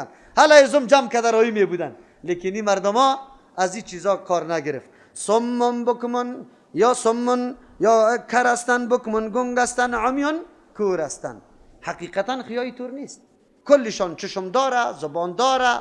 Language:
Persian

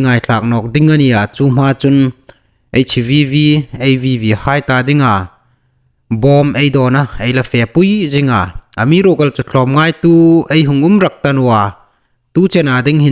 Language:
Hmar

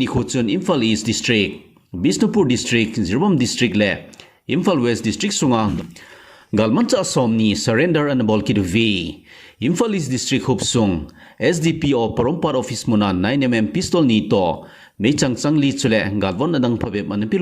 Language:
Thado Chin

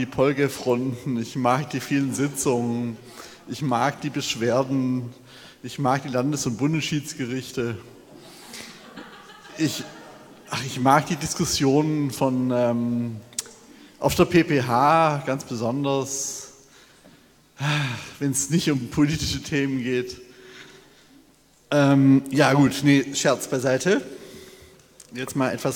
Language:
German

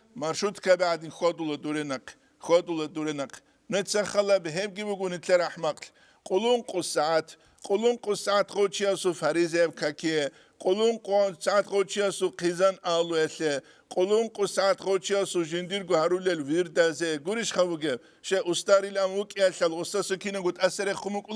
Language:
Avaric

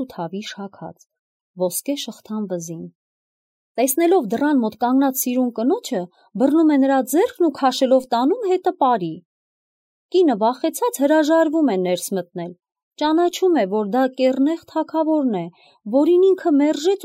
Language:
Armenian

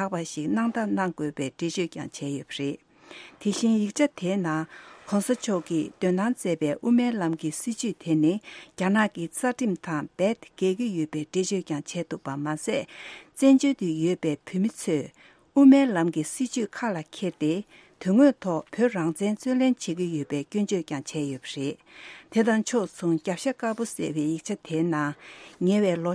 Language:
Tibetan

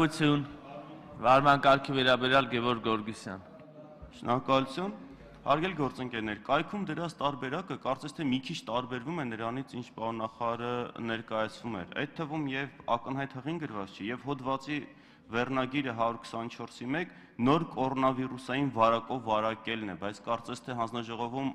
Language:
Armenian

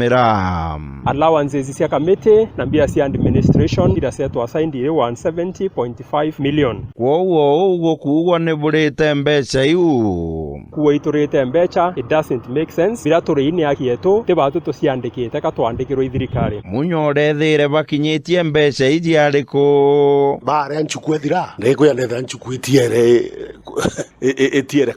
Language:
Meru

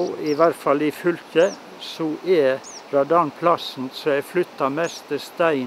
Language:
Norwegian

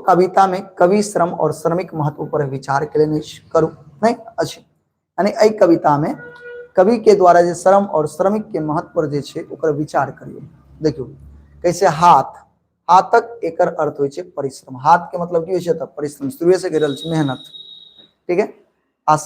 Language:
Maithili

